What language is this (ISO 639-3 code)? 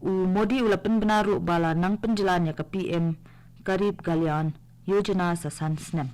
kha